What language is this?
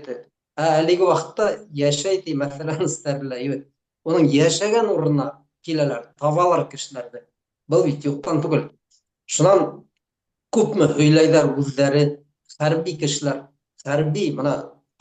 Bashkir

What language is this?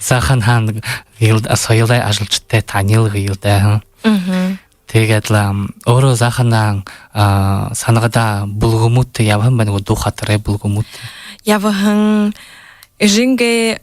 Buriat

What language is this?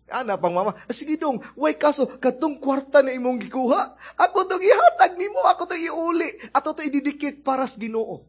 Cebuano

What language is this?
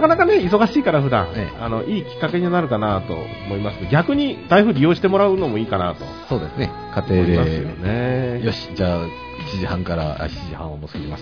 Japanese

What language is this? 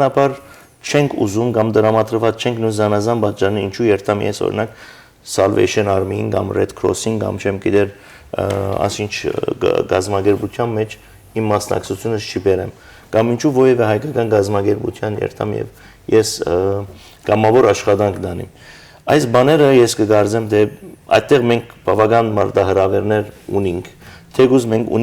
Western Armenian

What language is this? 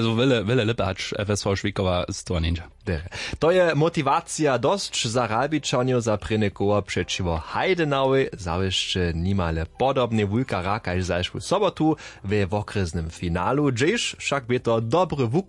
Upper Sorbian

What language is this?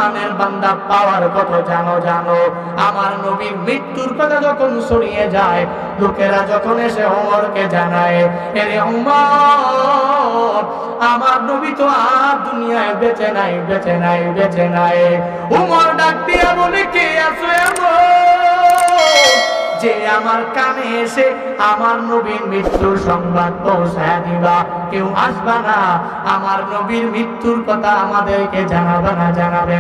Bangla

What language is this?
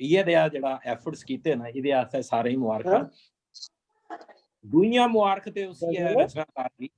Dogri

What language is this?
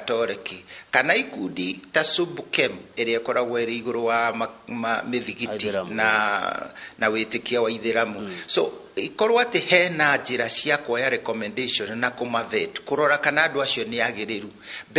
Kikuyu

